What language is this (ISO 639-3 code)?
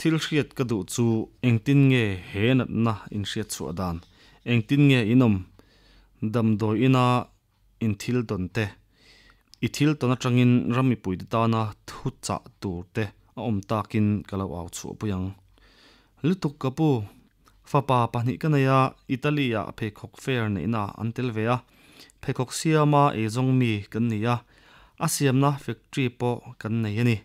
lus